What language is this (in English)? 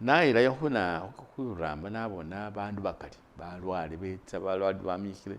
Masaaba